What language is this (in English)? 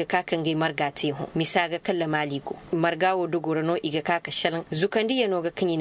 Koyraboro Senni